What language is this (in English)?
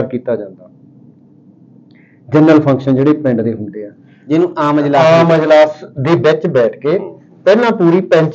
Punjabi